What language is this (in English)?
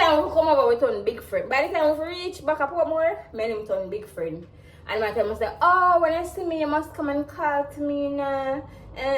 Jamaican Creole English